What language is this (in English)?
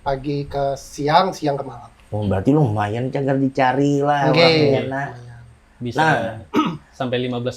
Banjar